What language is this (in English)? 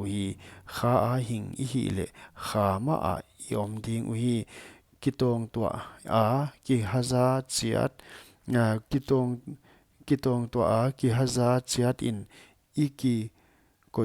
Paite Chin